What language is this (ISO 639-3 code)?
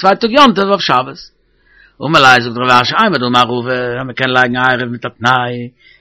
yid